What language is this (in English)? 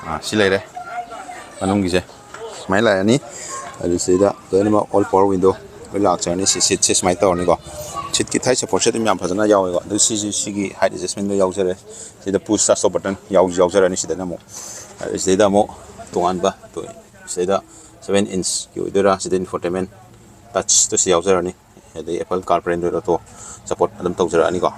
Manipuri